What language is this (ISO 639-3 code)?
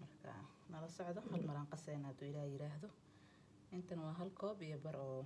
som